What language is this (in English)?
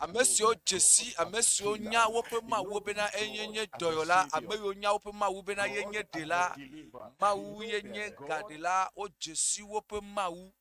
Ewe